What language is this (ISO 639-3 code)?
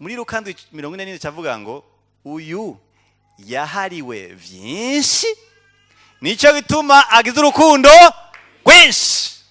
run